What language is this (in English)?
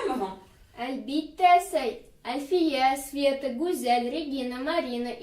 Bashkir